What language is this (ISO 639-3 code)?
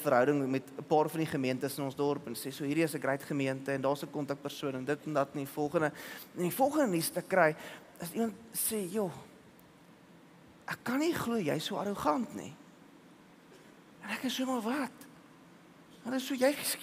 afr